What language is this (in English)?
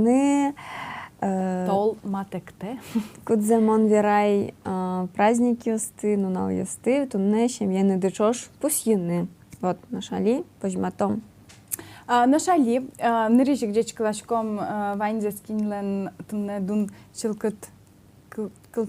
Udmurt